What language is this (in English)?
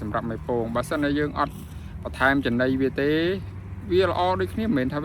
Khmer